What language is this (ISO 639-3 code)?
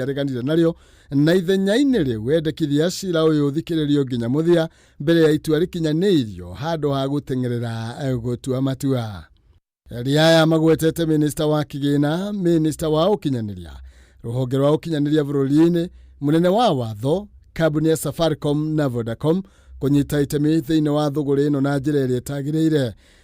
kik